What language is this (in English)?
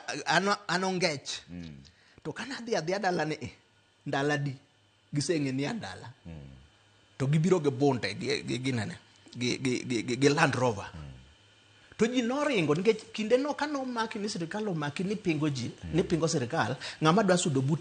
Luo (Kenya and Tanzania)